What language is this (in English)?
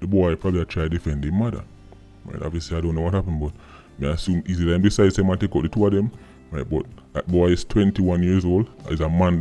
Jamaican Creole English